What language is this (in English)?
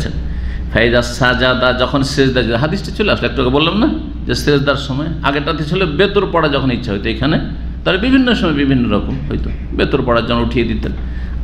Bangla